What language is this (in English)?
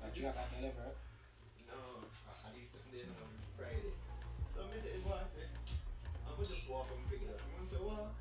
Jamaican Creole English